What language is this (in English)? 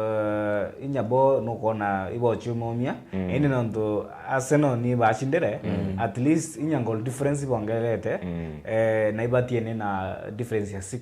Meru